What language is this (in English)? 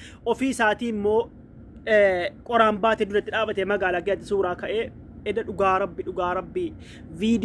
Oromo